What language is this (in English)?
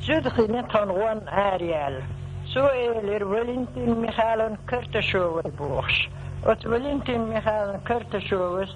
Chechen